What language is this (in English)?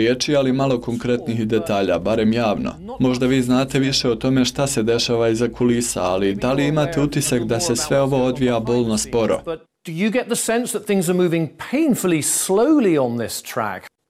Serbian